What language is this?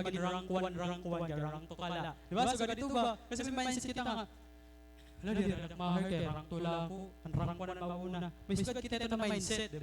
Waray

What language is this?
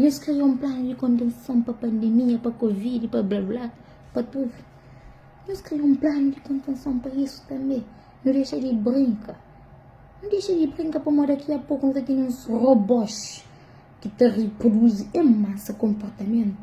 Kabuverdianu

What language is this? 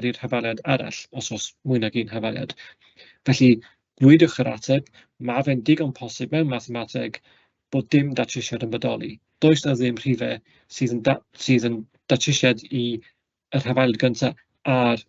Welsh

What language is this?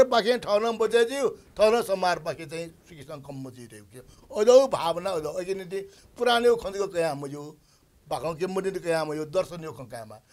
Newari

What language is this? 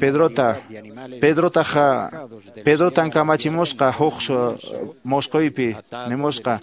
Quechua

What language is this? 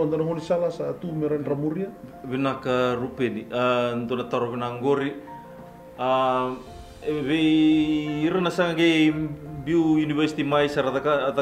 Fijian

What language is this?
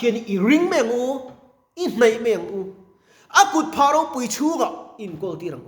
Mizo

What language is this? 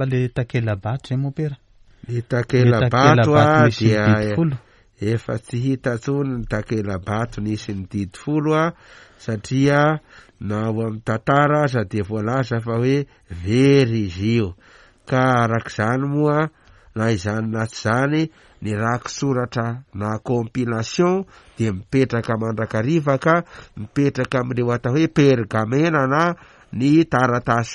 Malagasy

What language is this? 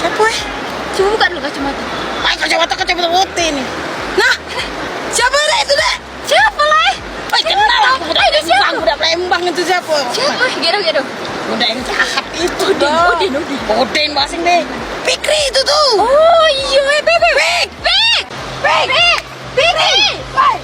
Musi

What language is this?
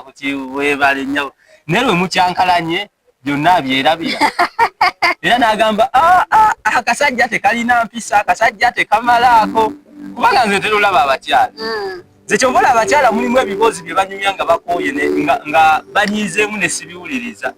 Ganda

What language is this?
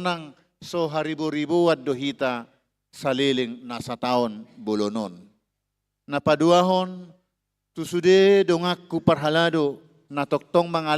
Batak Toba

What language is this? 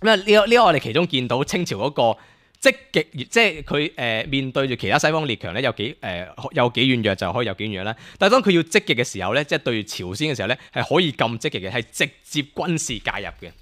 Cantonese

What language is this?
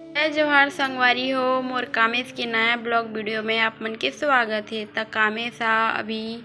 Chhattisgarhi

